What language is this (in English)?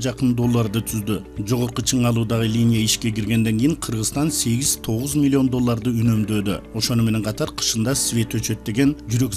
Kyrgyz